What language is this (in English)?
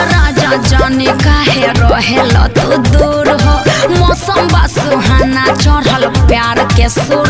Bhojpuri